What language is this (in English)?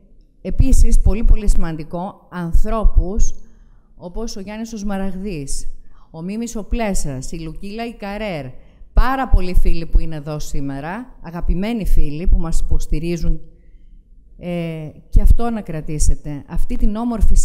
Greek